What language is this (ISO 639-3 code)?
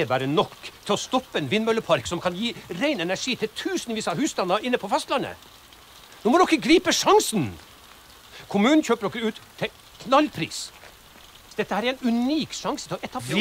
nor